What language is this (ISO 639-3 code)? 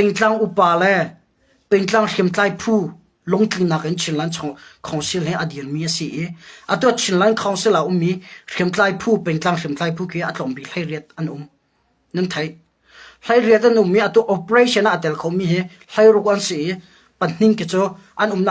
cnh